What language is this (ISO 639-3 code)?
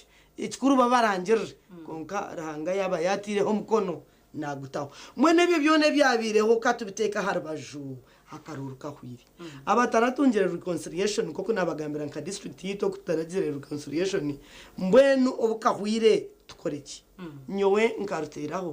nyn